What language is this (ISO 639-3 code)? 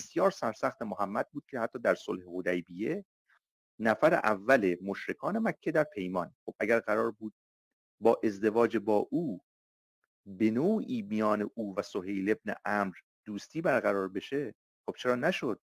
fas